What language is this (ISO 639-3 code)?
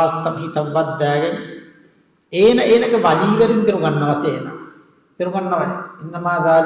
div